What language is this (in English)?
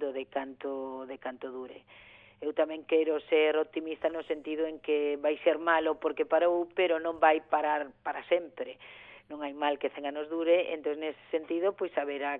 Galician